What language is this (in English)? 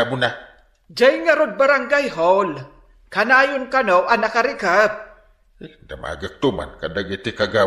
Iloko